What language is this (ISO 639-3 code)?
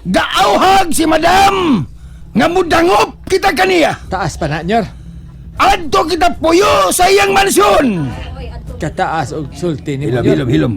ceb